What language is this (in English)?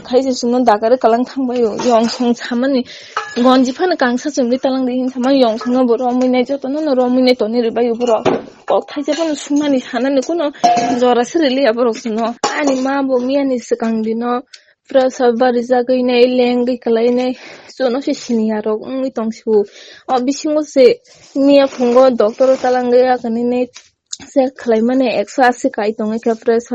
Kok Borok